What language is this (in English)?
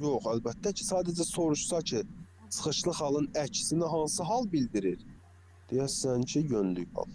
Azerbaijani